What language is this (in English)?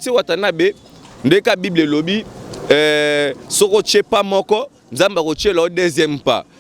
Lingala